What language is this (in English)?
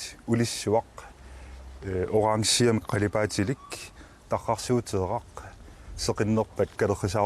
Kalaallisut